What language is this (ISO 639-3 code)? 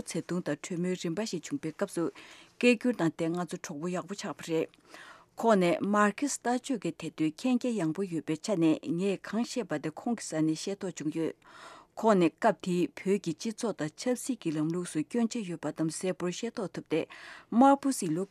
bod